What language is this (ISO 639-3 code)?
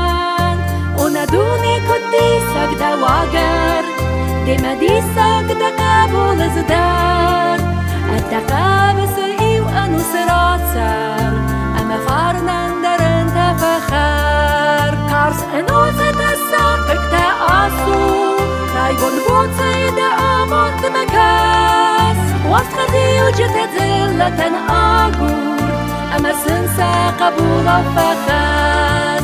oss